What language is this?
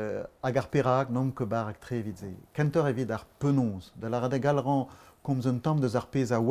Breton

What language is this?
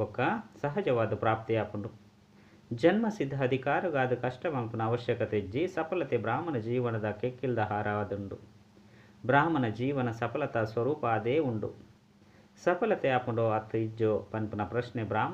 Tulu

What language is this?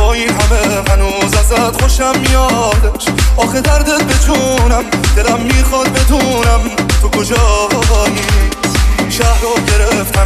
Persian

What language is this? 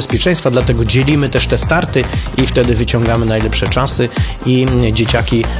Polish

